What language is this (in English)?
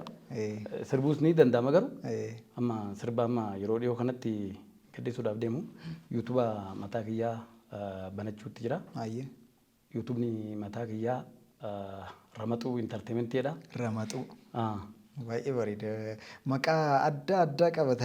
Oromo